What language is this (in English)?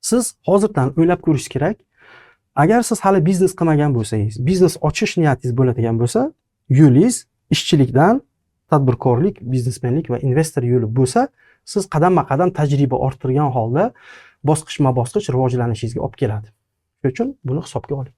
Uzbek